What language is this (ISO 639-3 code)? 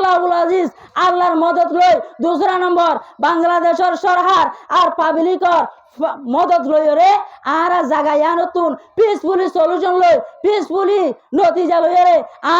rhg